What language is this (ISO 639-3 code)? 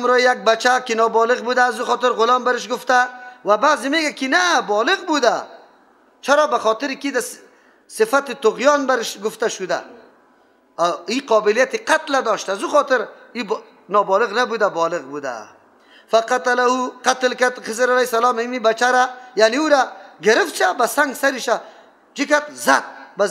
fas